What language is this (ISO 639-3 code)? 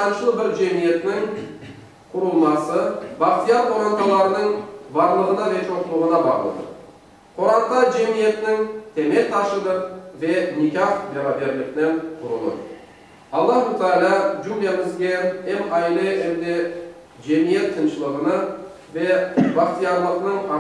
crh